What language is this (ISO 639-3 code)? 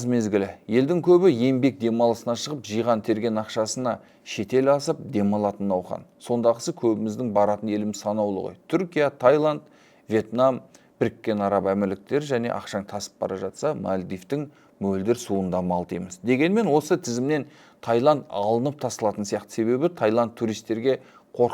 kaz